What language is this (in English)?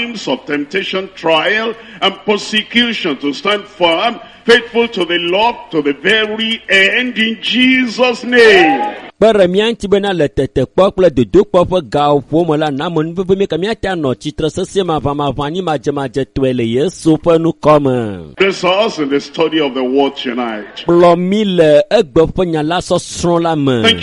Ewe